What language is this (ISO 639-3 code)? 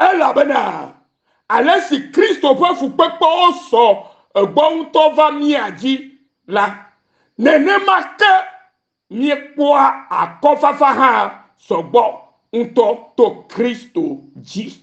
ewe